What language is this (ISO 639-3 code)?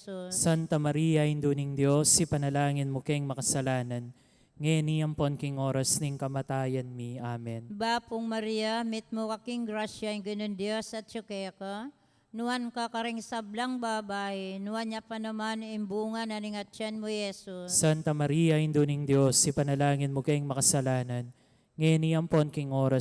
pam